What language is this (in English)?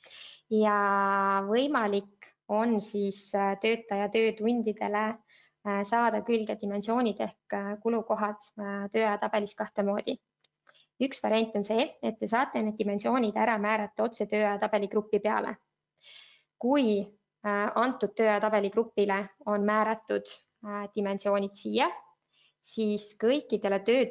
Estonian